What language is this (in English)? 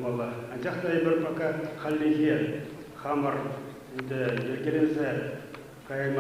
Chuvash